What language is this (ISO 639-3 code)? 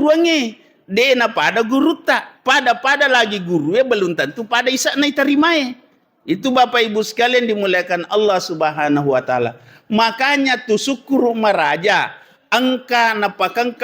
bug